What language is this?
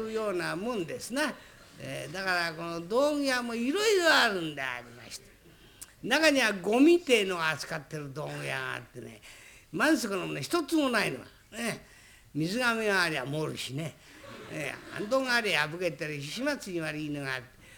Japanese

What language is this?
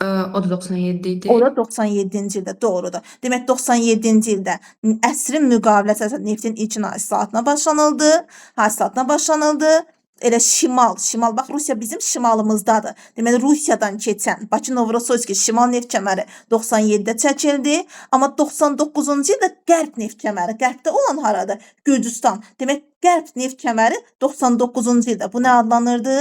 Azerbaijani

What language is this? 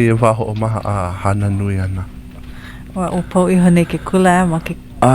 Hawaiian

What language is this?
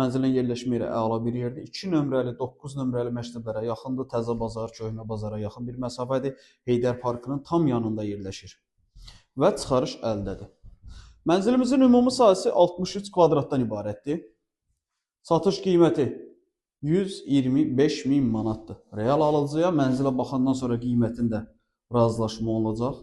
Azerbaijani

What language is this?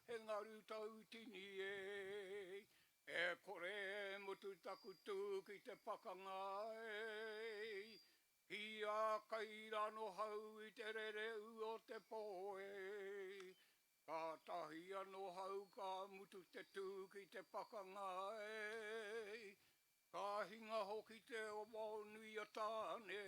Māori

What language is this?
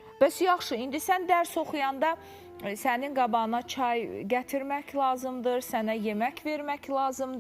Azerbaijani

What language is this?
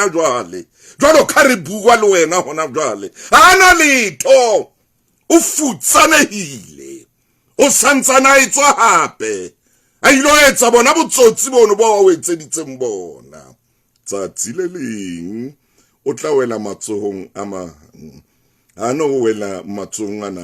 Southern Sotho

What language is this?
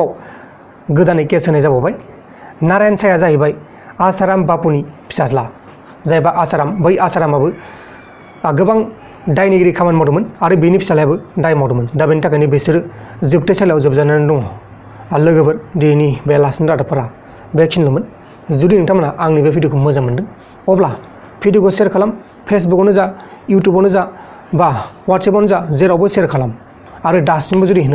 Bodo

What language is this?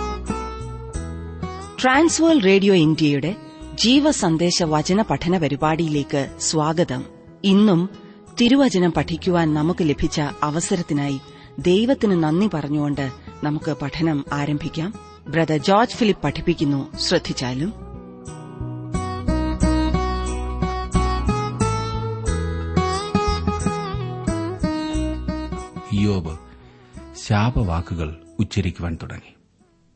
Malayalam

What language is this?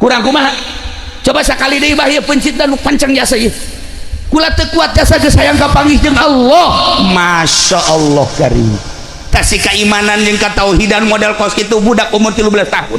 Sundanese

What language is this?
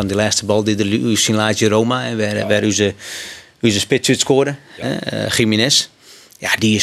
Western Frisian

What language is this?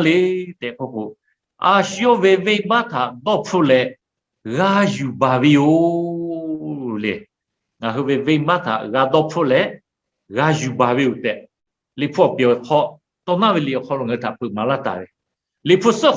Lahu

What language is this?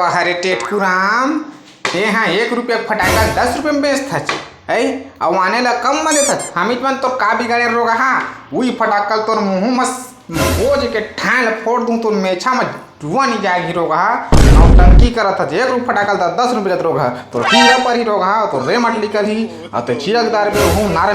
Chhattisgarhi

